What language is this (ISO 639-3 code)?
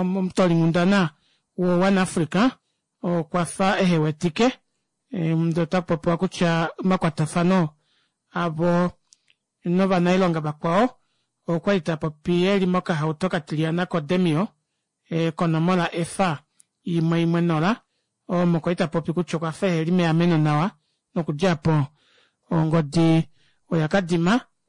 kua